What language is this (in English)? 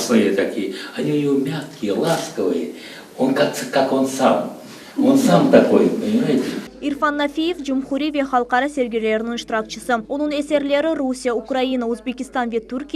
Crimean Tatar